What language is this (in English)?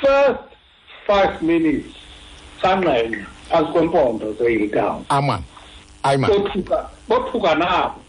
Xhosa